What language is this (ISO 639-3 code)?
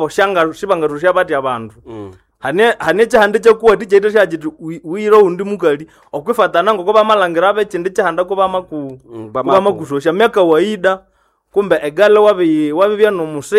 nnb